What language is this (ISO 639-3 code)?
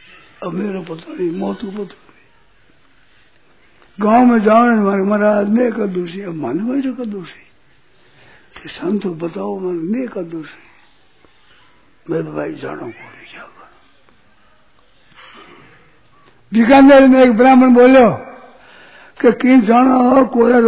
hin